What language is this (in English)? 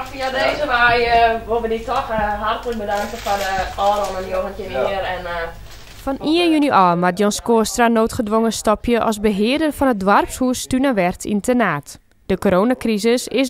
Western Frisian